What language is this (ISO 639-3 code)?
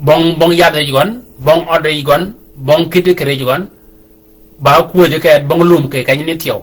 shk